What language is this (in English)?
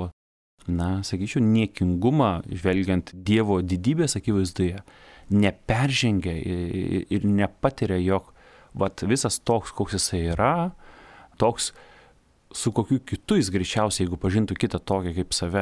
Lithuanian